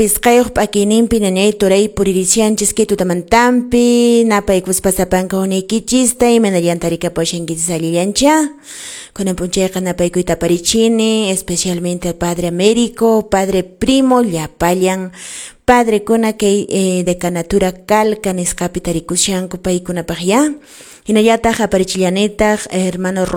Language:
Quechua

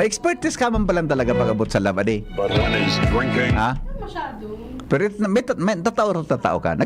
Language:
Bikol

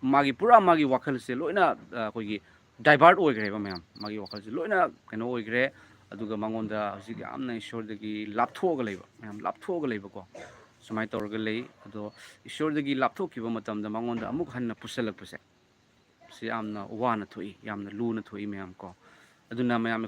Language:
Manipuri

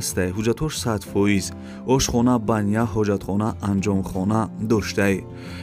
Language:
Tajik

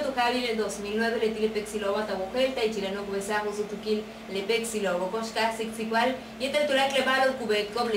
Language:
Yucateco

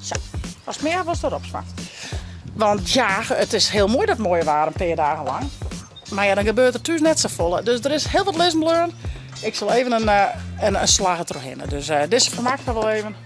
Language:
Western Frisian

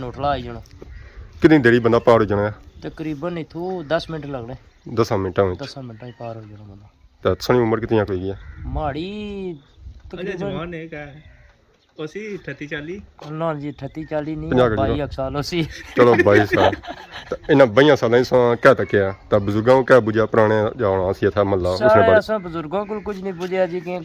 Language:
Pahari-Potwari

